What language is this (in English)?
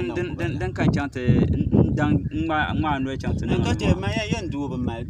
Dagbani